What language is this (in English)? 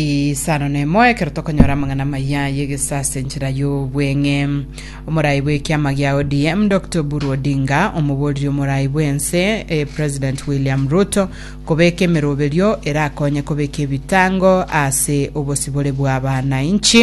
Gusii